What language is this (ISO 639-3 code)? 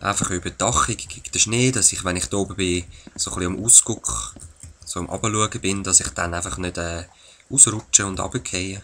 gsw